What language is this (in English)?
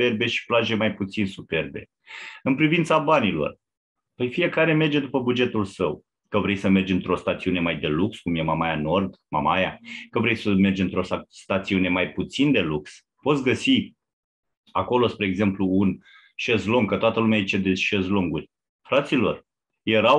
Romanian